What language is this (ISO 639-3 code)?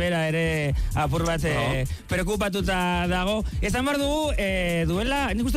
eus